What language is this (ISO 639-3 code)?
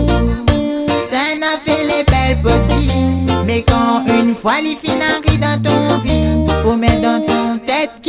rcf